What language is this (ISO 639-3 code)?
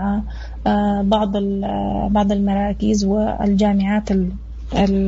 apd